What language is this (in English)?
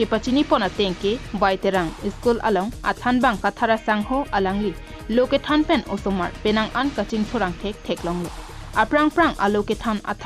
Karbi